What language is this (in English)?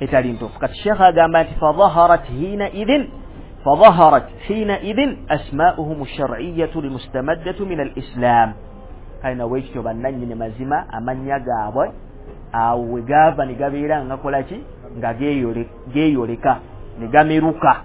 Ganda